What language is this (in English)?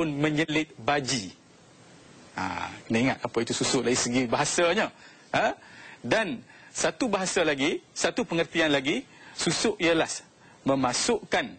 Malay